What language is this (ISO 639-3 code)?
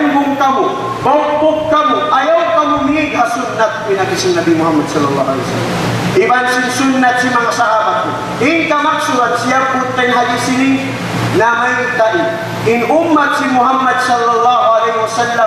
tsg